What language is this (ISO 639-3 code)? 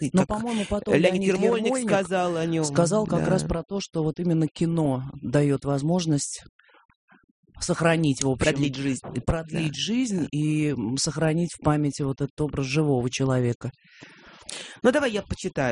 rus